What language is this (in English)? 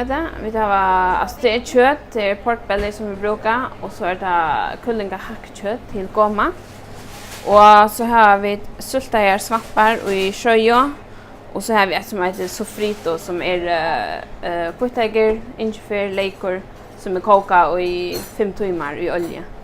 Faroese